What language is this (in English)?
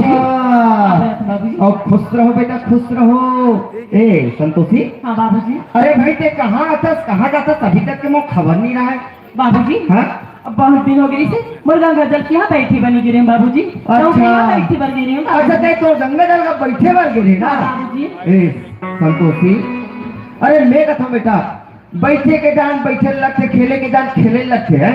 Chhattisgarhi